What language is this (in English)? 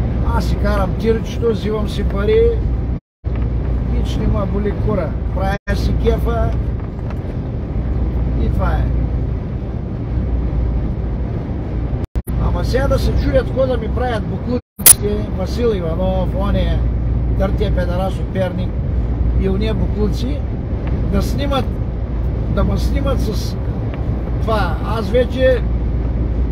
Bulgarian